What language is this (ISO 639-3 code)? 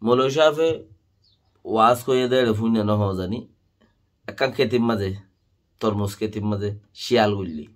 rhg